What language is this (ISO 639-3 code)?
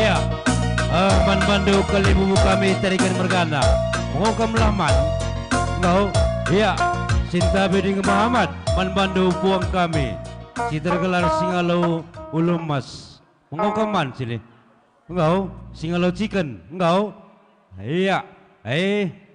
btx